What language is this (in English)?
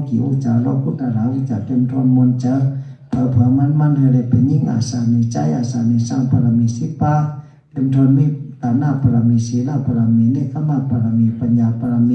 Shan